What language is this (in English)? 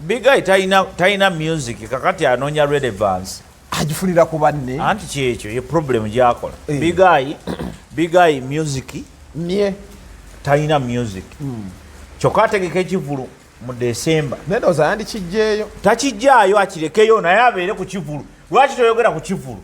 Ganda